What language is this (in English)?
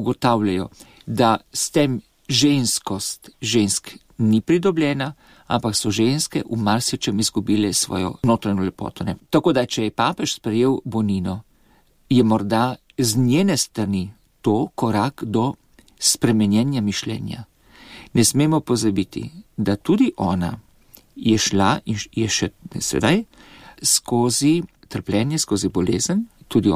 Slovenian